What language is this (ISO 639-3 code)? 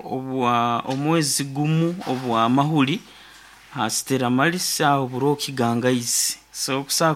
nyn